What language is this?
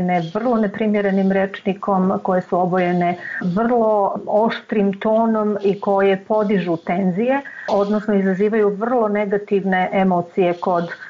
Serbian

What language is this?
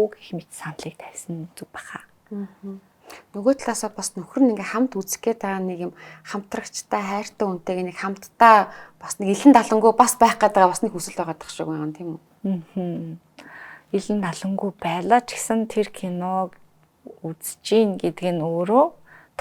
Mongolian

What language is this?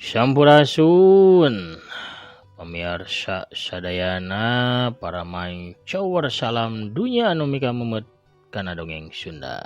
Sundanese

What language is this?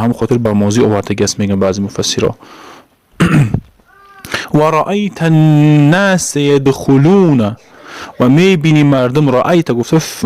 Tajik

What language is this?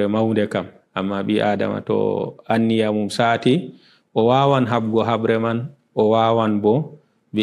Fula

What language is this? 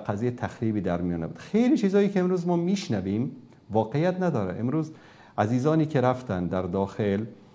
Persian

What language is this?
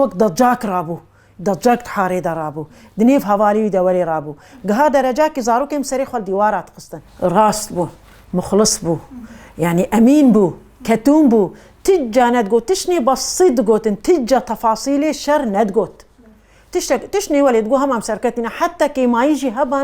Kurdish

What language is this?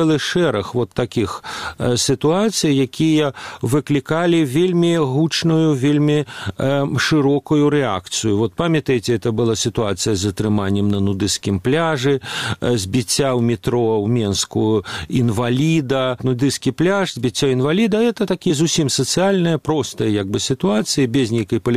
Belarusian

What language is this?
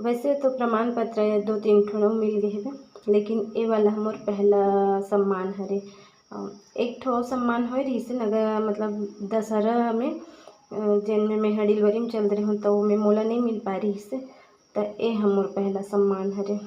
Chhattisgarhi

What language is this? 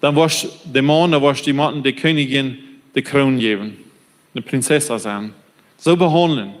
Plautdietsch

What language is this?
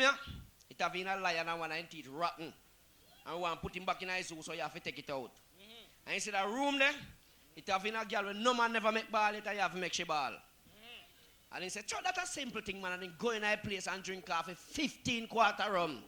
Jamaican Creole English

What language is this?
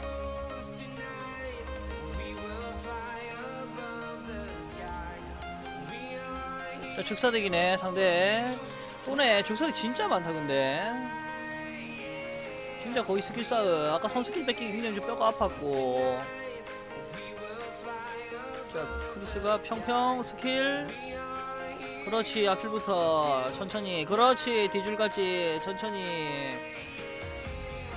Korean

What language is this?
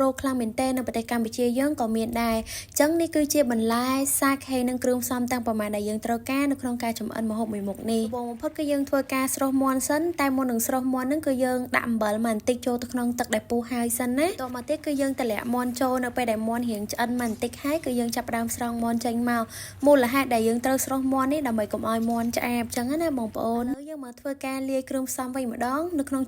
Khmer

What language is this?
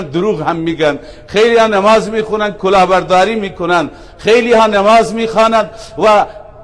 Persian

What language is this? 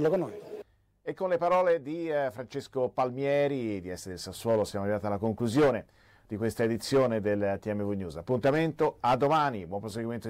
Italian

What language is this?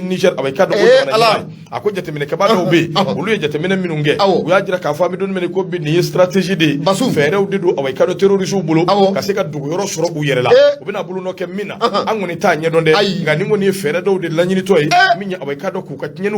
Bambara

